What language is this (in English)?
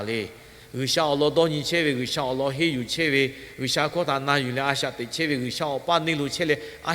Lahu